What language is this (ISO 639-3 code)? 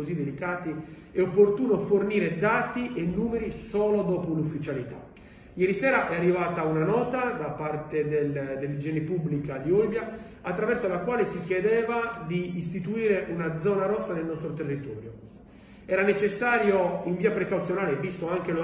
ita